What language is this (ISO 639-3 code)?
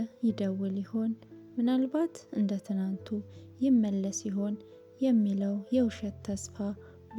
amh